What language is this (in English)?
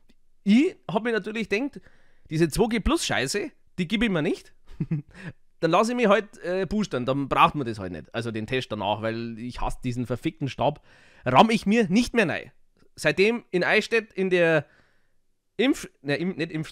Bavarian